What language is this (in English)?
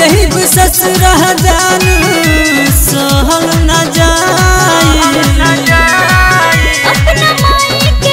Bhojpuri